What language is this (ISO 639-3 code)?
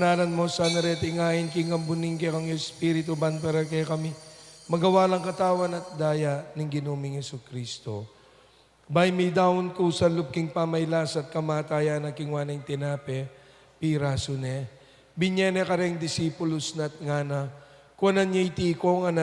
pam